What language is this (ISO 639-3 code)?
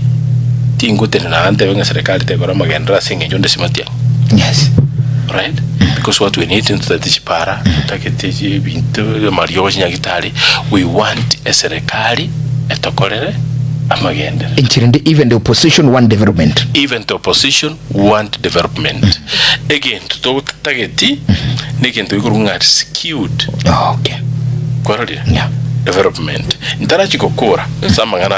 guz